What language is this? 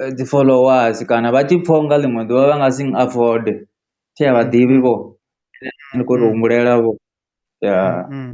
Venda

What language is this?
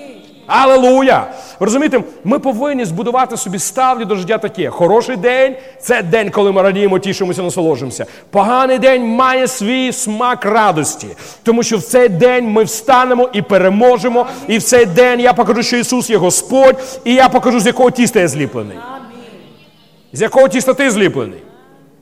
Ukrainian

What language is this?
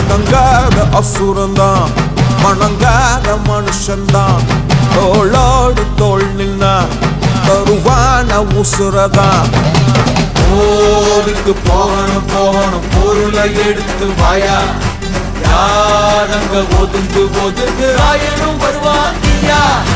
Tamil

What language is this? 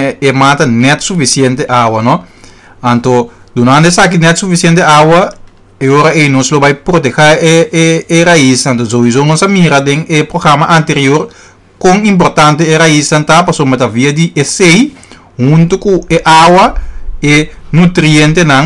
Papiamento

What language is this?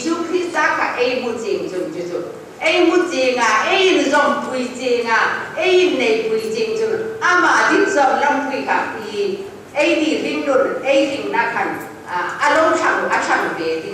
Hmar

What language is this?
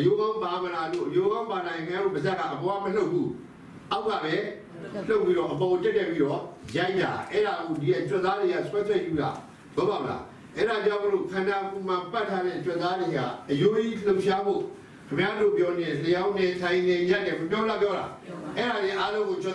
Burmese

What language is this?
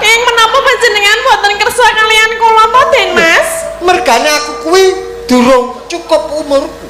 Javanese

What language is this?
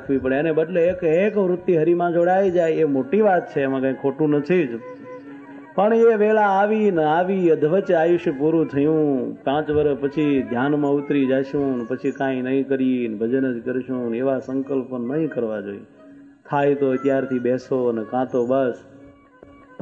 Gujarati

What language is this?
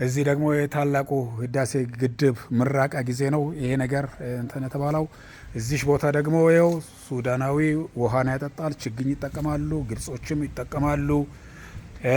Amharic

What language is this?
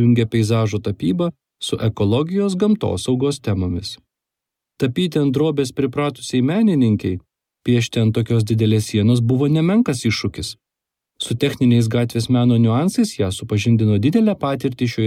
Lithuanian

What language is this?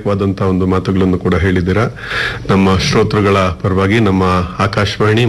Kannada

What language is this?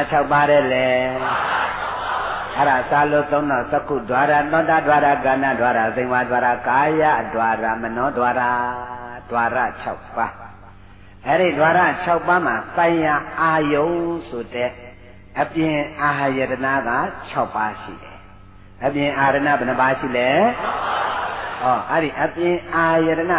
Burmese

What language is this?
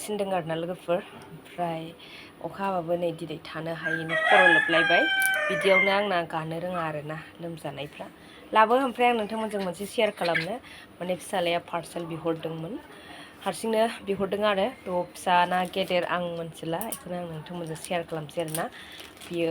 Bodo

